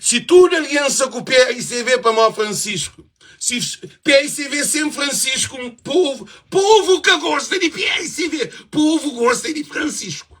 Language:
Kabuverdianu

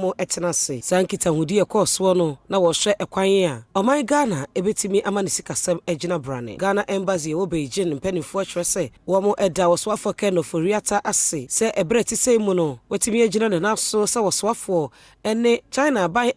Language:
Akan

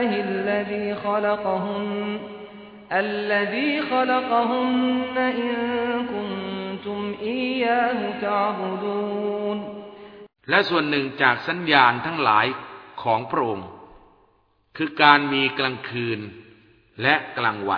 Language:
Thai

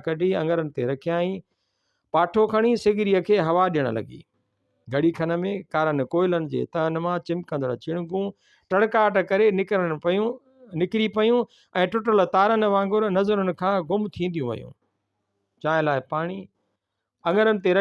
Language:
Sindhi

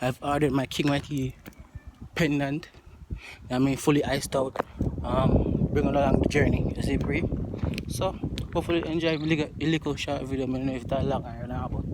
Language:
Jamaican Creole English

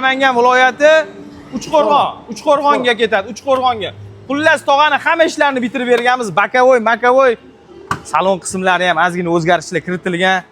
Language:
Uzbek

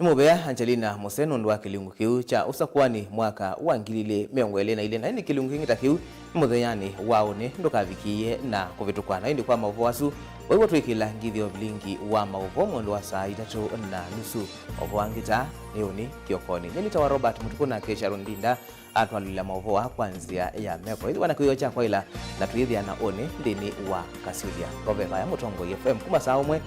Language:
Kamba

